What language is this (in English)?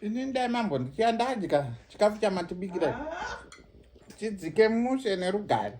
Shona